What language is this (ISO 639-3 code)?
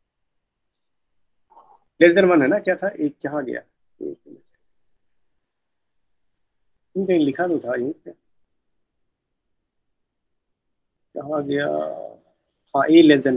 hin